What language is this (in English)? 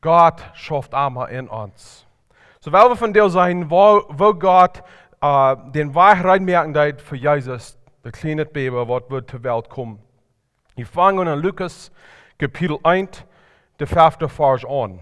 Plautdietsch